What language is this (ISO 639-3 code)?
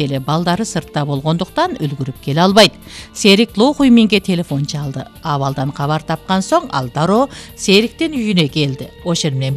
kir